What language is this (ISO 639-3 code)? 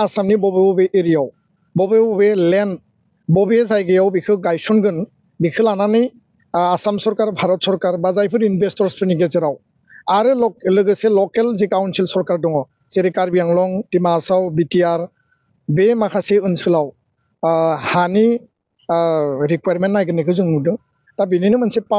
brx